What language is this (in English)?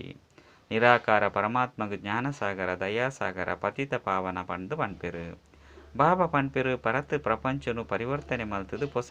Tulu